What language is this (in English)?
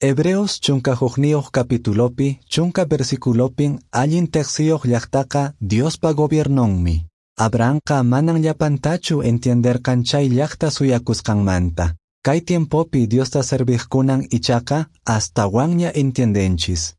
Quechua